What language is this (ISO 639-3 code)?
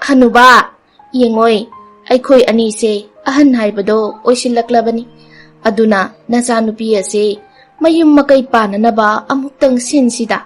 mni